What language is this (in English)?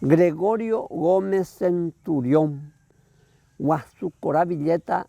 Guarani